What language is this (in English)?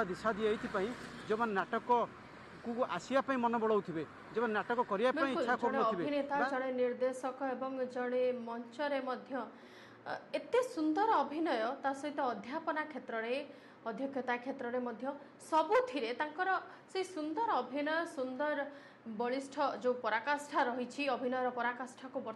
Odia